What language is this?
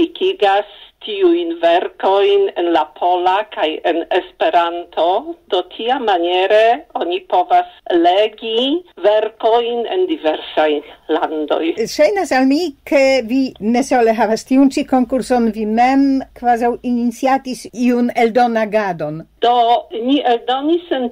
Esperanto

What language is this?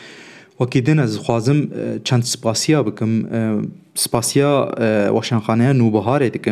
Kurdish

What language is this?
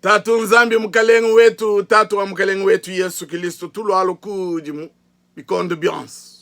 Luba-Lulua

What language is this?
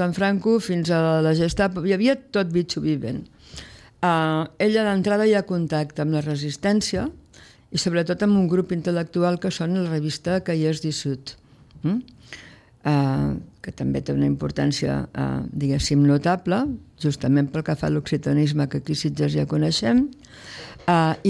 Catalan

